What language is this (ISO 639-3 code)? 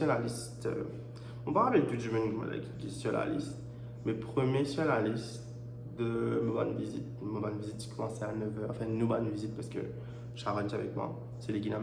mfe